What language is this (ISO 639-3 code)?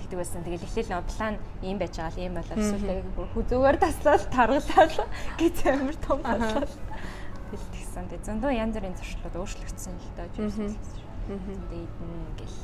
mon